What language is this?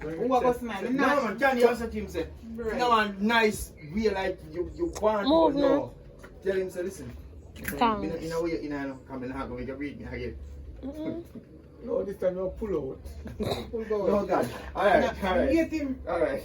Jamaican Creole English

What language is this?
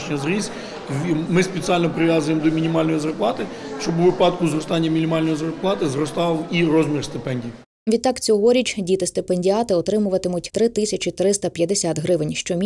Ukrainian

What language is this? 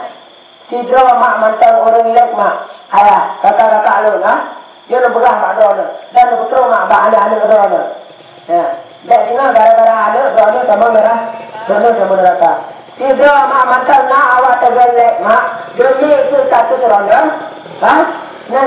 Achinese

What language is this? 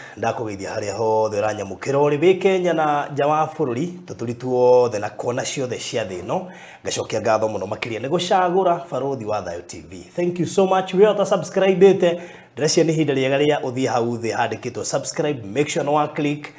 Kikuyu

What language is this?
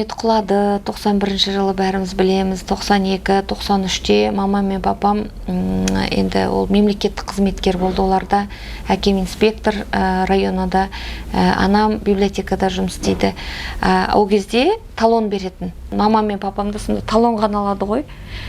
Kazakh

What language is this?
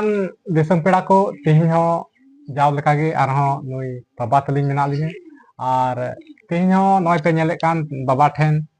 Santali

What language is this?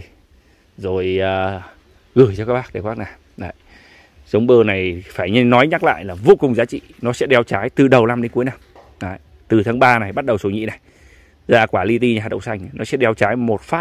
Vietnamese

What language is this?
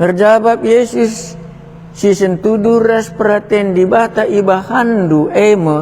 Batak Karo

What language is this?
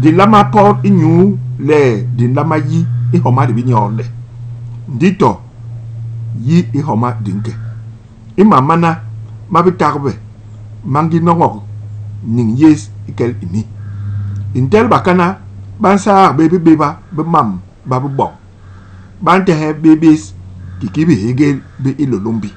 Basaa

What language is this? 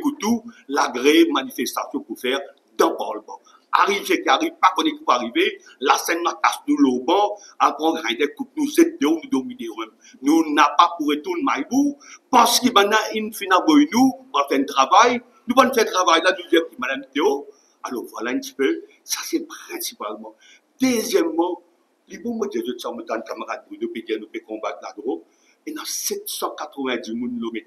Morisyen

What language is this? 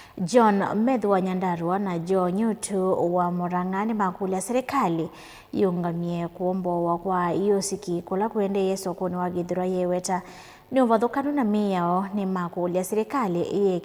Kamba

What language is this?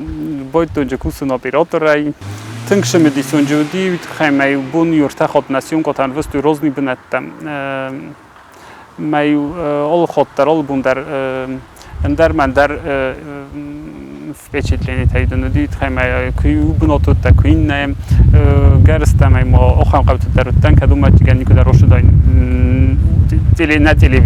Ossetic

